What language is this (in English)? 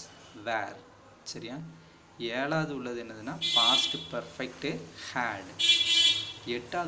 Tamil